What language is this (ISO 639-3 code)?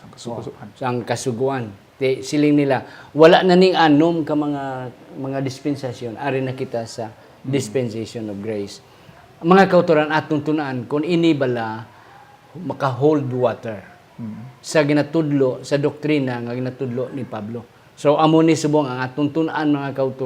hil